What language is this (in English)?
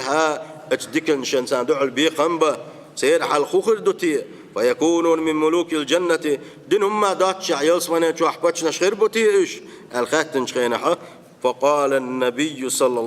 Chechen